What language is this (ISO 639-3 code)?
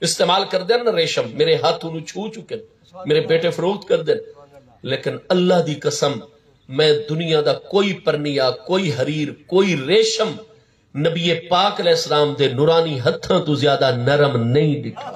skr